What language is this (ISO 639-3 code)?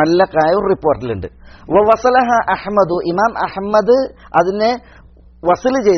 mal